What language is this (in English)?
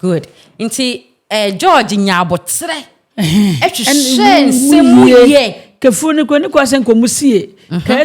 Akan